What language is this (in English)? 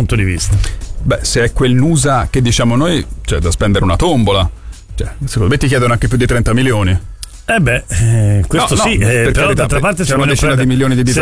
Italian